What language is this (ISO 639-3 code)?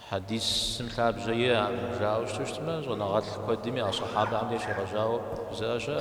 kbd